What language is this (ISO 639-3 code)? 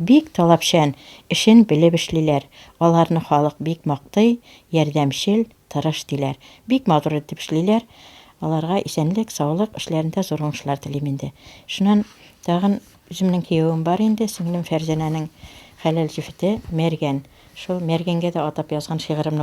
bak